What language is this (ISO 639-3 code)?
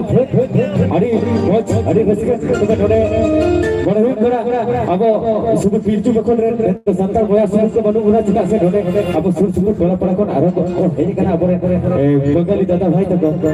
sat